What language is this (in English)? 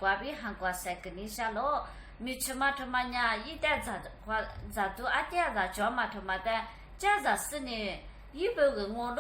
Lisu